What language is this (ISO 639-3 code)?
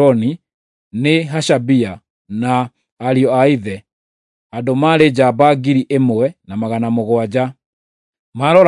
kik